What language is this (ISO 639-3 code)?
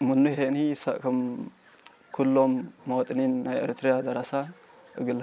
tig